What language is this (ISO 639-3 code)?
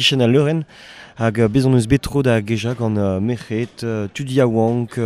bre